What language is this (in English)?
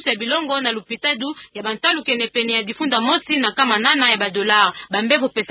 Kituba (Democratic Republic of Congo)